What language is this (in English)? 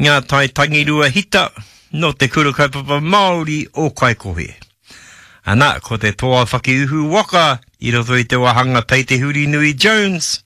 Māori